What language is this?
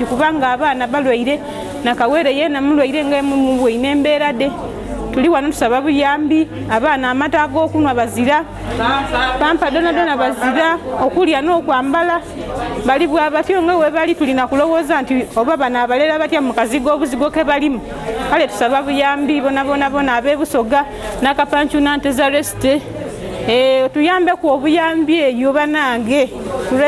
Ganda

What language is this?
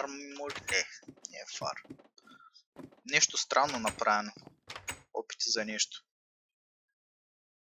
Bulgarian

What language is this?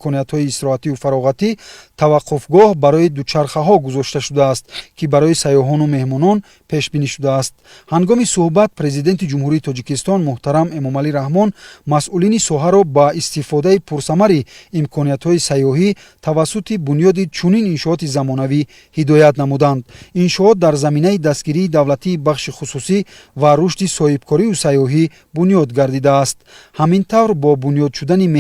Tajik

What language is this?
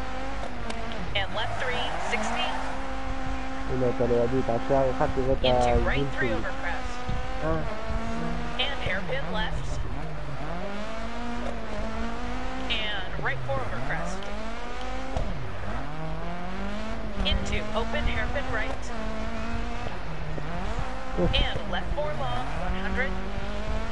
English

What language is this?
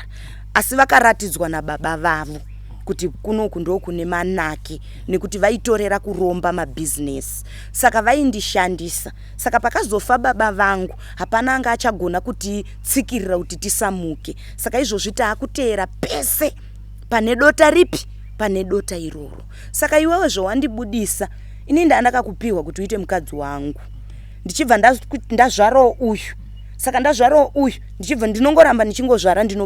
Shona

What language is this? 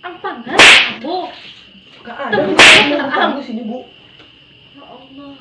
Minangkabau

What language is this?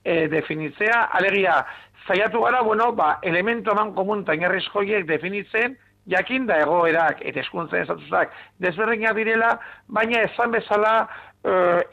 Basque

